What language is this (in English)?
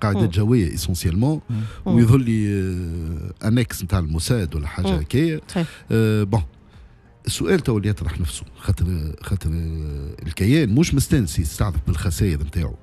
Tunisian Arabic